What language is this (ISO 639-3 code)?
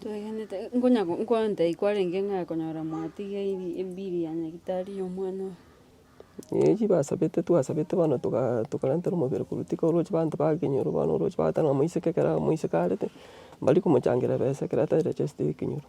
guz